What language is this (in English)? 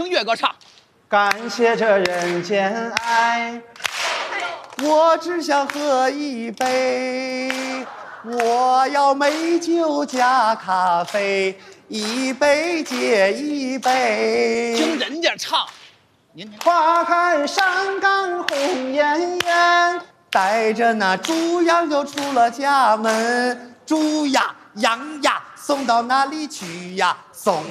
Chinese